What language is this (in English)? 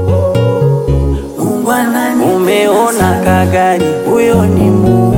Swahili